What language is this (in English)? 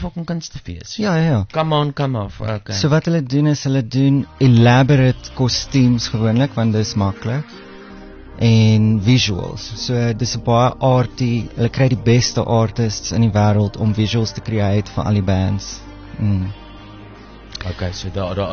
Afrikaans